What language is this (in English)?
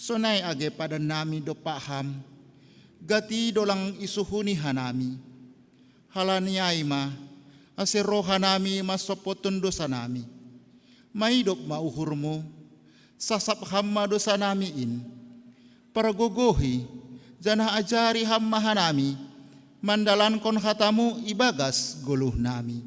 Batak Simalungun